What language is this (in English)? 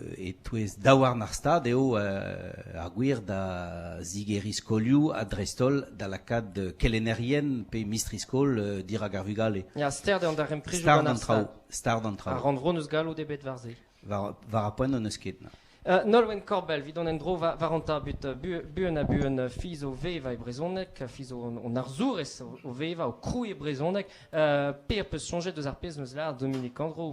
Breton